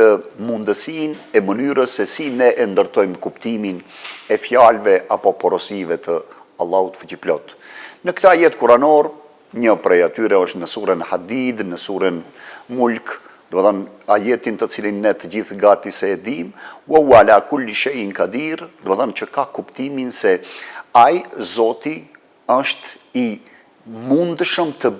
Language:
Albanian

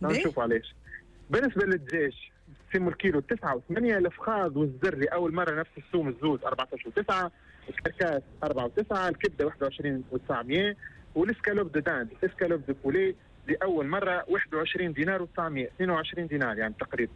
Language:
Tunisian Arabic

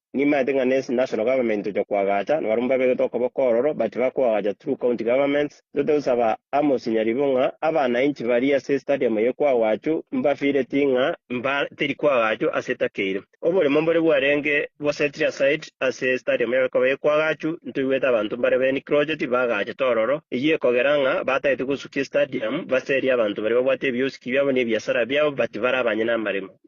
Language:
Gusii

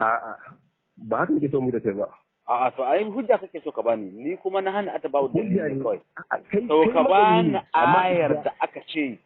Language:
Hausa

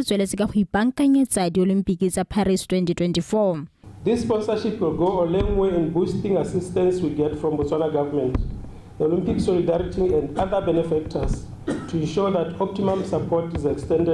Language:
Tswana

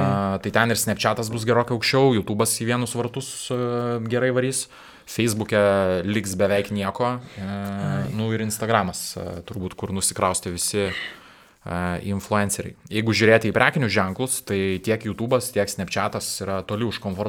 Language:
Lithuanian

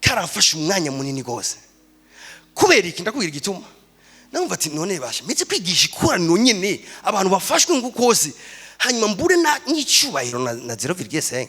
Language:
Rundi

